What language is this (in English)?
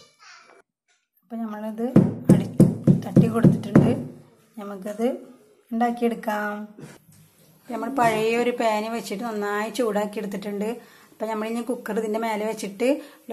Malayalam